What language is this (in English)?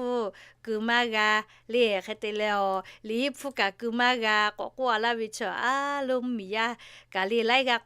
Lahu